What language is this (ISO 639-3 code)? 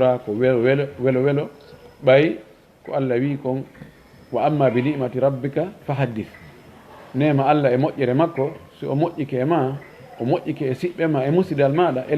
ful